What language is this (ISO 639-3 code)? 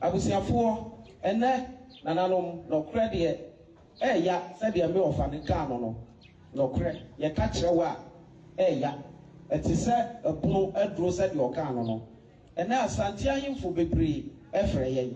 aka